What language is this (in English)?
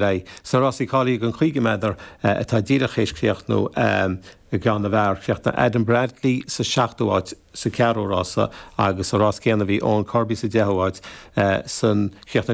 Irish